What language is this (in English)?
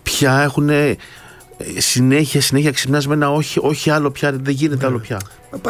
Greek